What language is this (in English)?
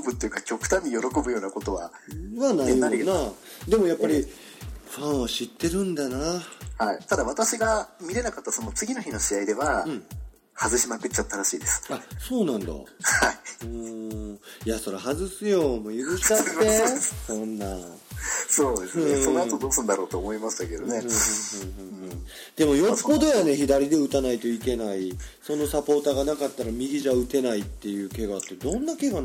Japanese